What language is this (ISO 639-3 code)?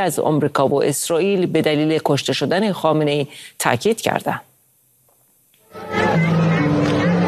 fas